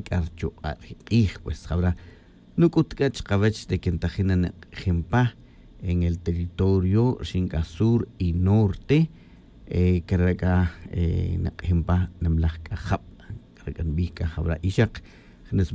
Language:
Tz'utujil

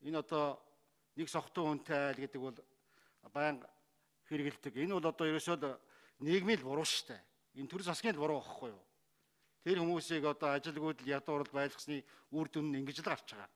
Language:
Mongolian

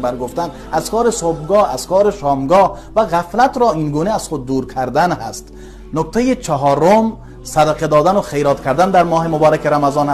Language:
Tajik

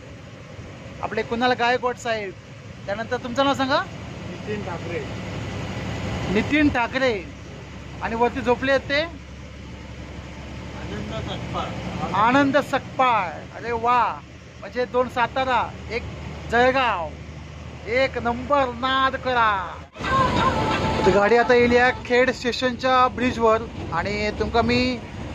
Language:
Marathi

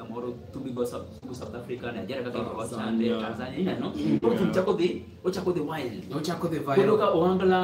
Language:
Luo (Kenya and Tanzania)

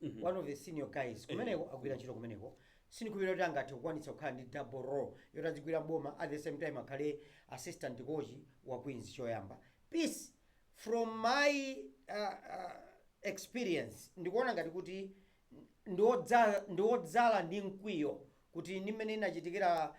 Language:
Nyanja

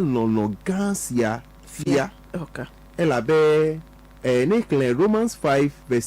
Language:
Ewe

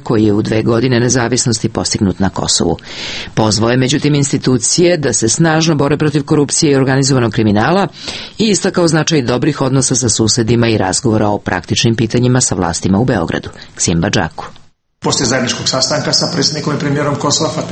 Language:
Serbian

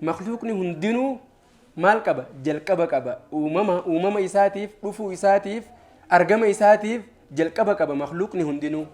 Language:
Oromo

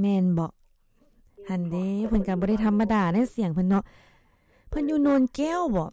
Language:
Lao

